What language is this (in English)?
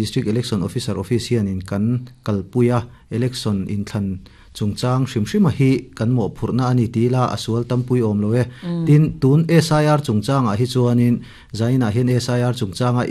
Mizo